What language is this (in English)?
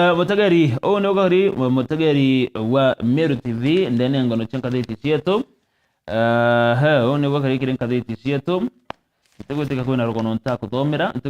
Meru